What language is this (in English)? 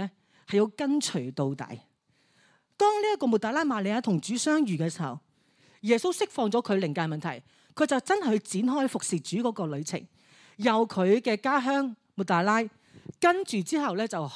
Cantonese